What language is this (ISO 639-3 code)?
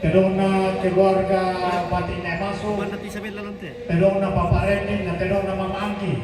sda